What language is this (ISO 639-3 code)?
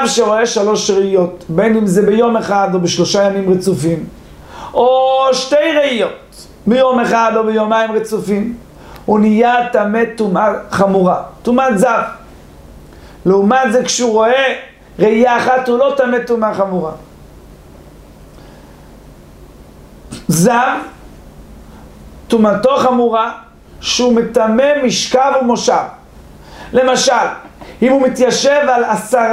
heb